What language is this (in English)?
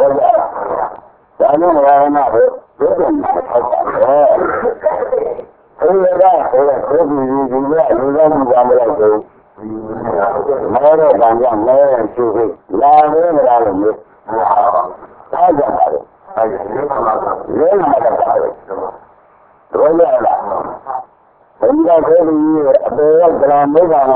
Burmese